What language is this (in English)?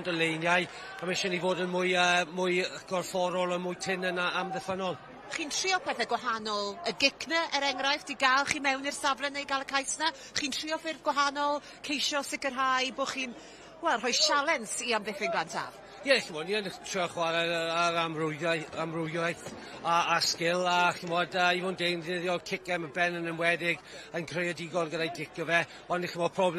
Welsh